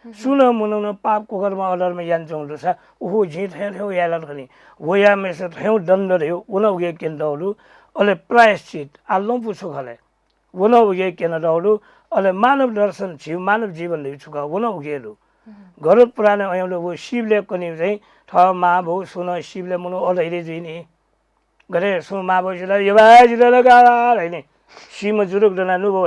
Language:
Newari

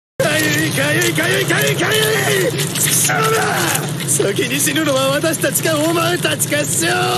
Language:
Japanese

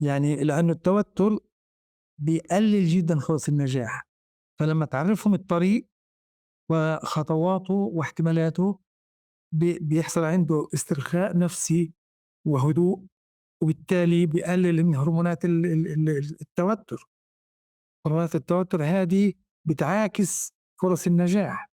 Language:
North Levantine Arabic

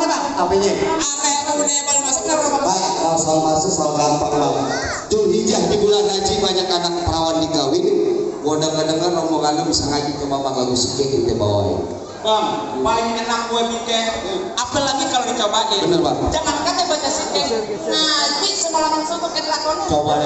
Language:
Betawi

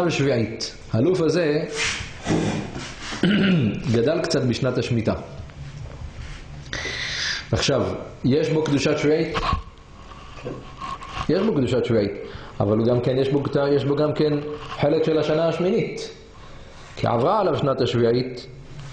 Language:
Hebrew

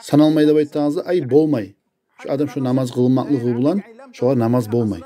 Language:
Kumyk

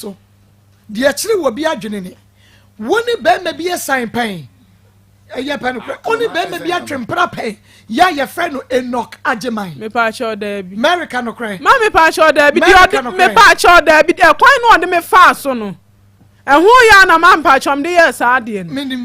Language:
Akan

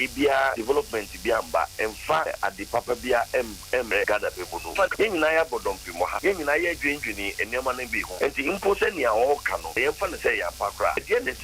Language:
Akan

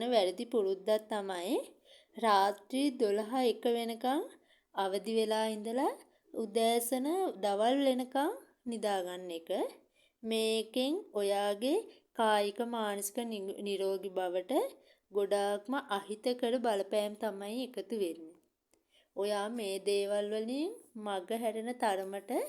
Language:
Sinhala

